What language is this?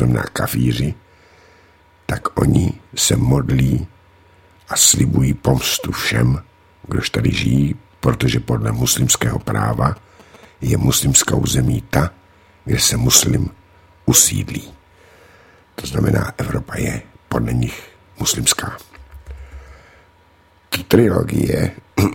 Czech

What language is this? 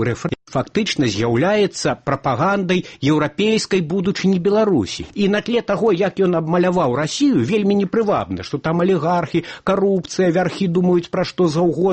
Belarusian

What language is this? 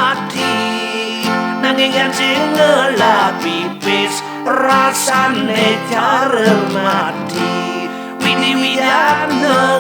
Balinese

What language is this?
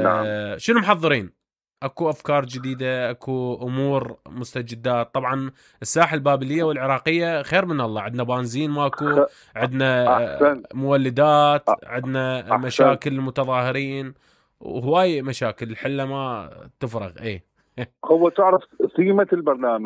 Mesopotamian Arabic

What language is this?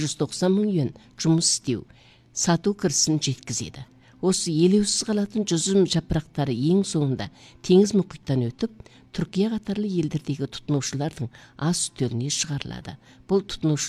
Kazakh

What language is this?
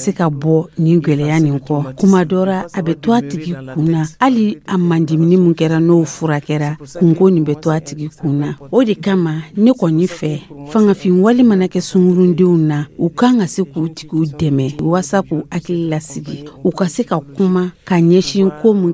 Dyula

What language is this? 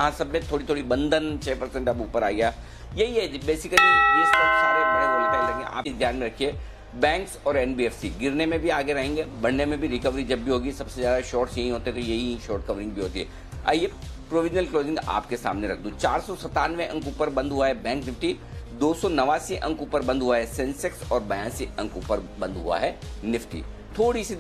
Hindi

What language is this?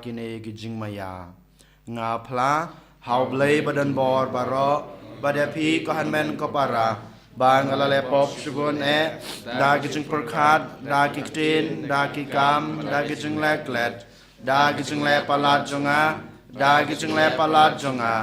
Khasi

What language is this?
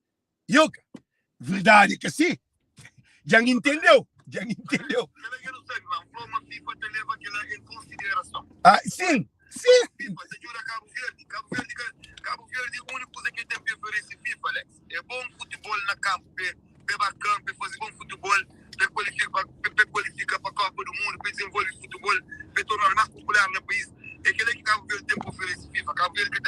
Kabuverdianu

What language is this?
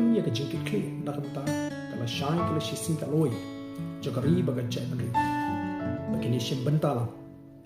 Khasi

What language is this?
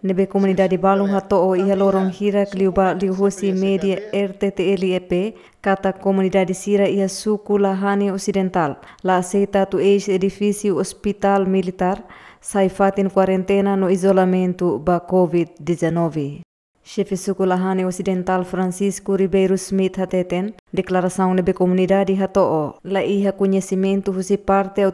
Tetum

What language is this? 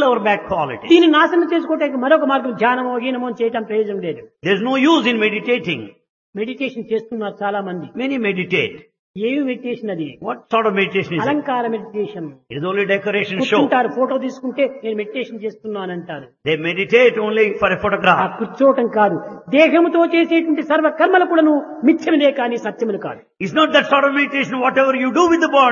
Telugu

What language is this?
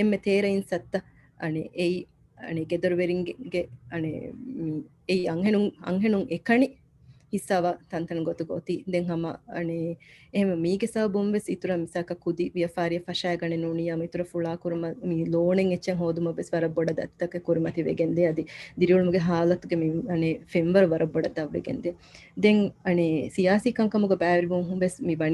Divehi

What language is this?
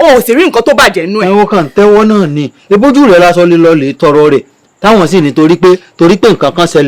Yoruba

